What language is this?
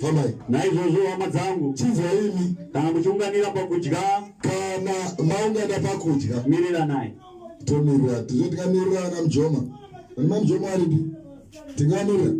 Shona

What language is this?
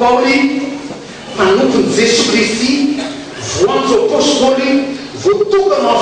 Malagasy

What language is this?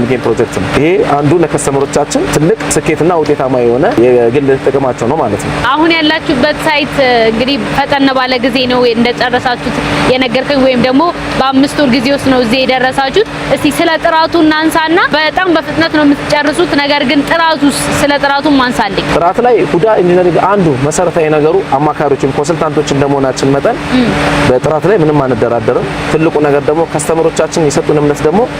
Amharic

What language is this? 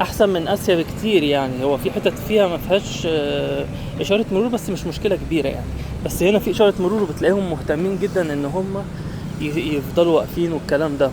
Egyptian Arabic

